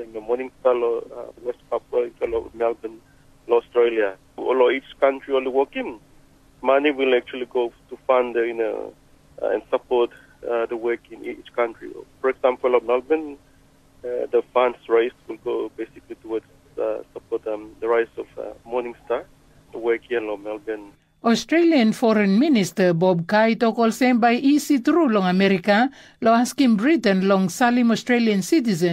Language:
Tok Pisin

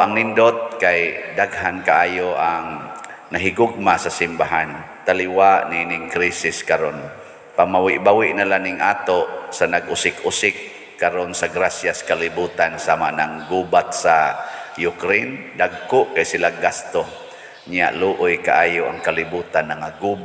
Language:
Cebuano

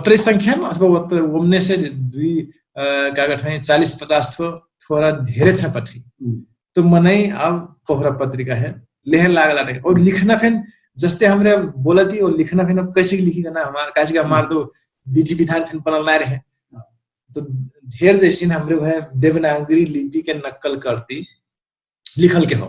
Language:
Dangaura Tharu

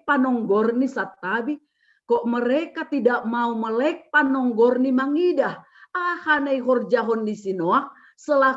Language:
Batak Simalungun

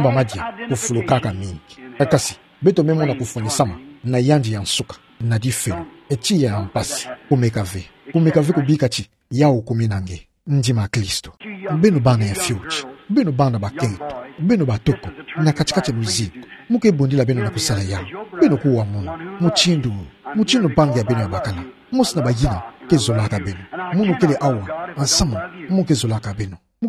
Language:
Kituba (Democratic Republic of Congo)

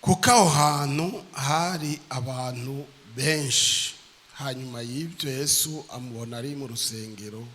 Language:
Rundi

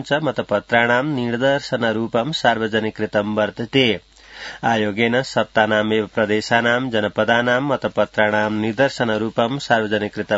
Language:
Sanskrit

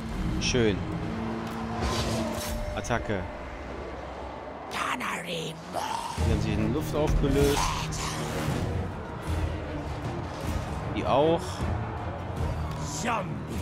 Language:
German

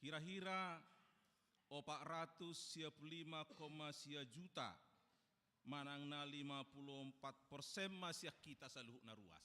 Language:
Batak Toba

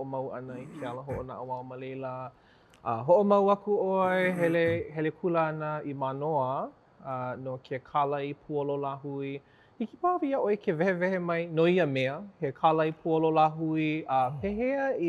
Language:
Hawaiian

